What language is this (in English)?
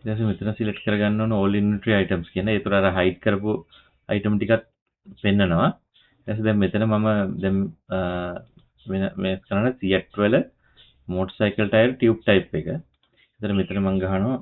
Sinhala